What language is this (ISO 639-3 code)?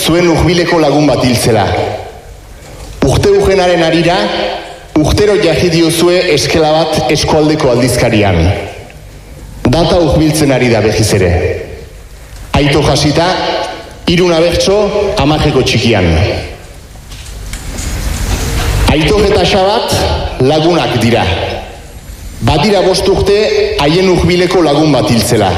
eus